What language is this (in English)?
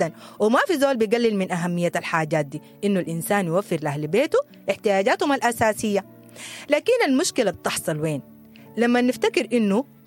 Sudanese Arabic